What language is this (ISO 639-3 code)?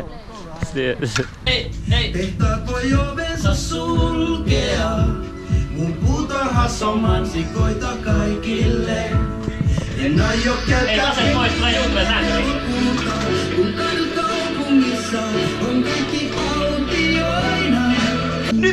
fin